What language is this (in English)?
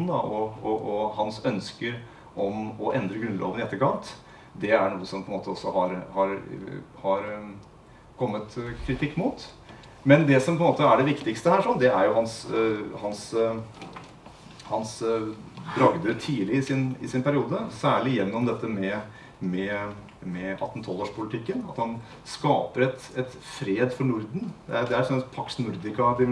Norwegian